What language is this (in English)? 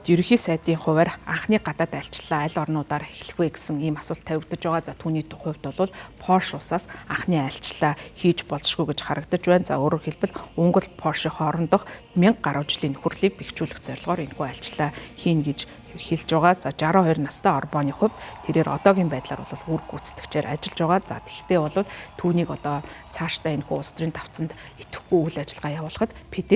Mongolian